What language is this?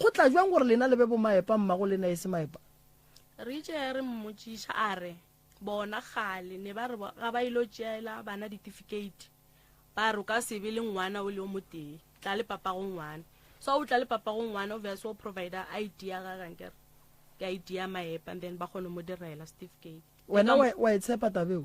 Northern Sotho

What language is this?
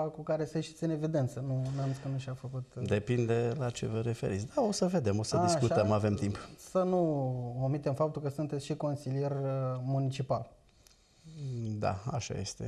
Romanian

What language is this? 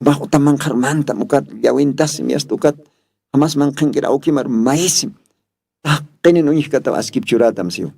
Aymara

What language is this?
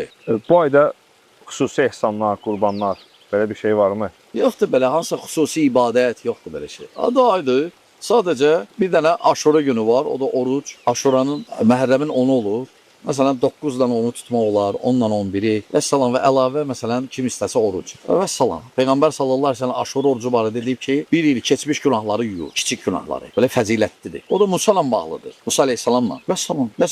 Azerbaijani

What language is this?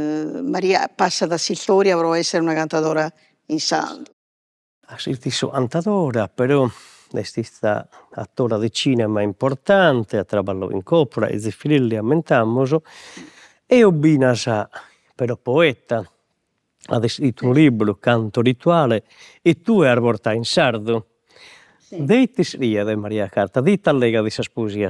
Sardinian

